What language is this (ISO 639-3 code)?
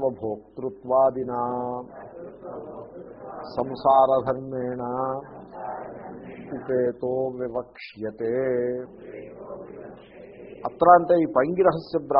tel